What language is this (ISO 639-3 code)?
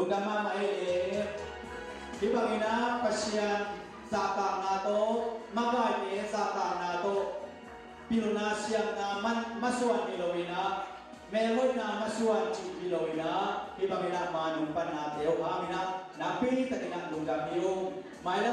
ctd